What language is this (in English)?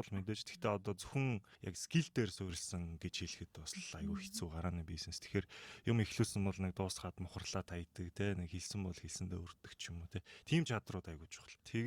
Mongolian